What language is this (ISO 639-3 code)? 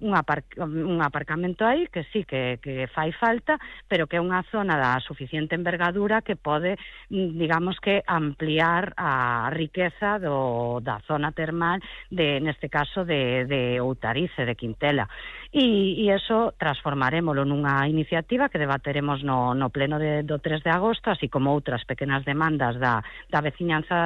glg